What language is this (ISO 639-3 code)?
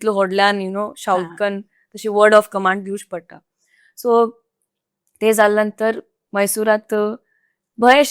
kok